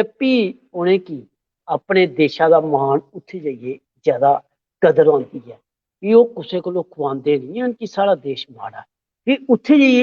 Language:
Dogri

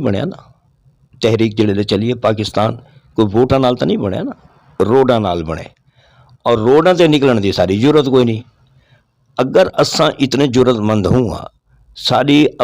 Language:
Saraiki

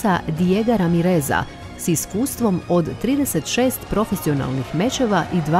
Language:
Croatian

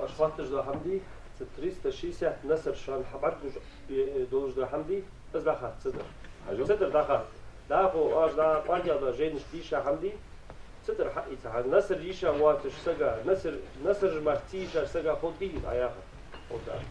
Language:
Ingush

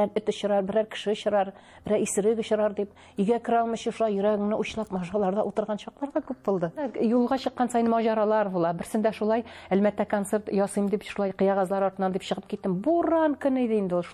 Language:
Tatar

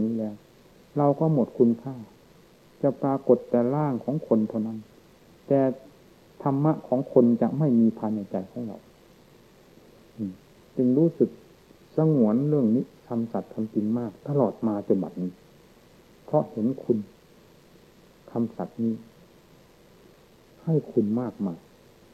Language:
Thai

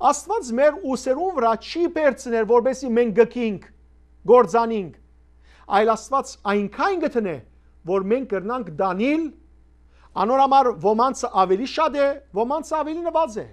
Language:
Western Armenian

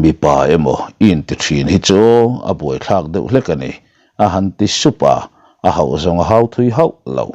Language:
Mizo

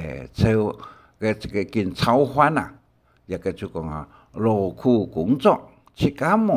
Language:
Hakka Chinese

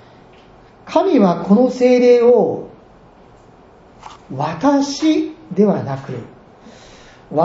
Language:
Japanese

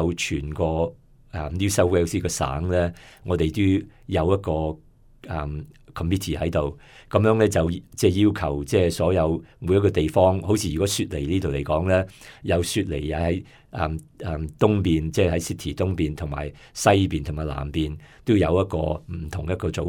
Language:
Cantonese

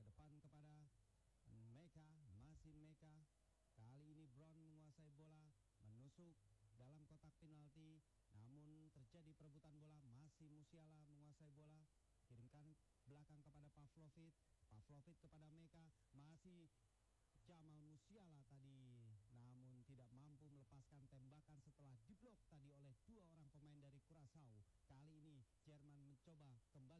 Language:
Indonesian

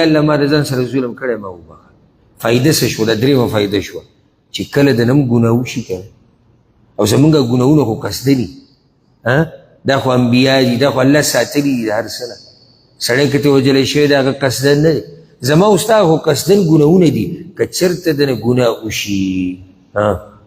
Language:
Pashto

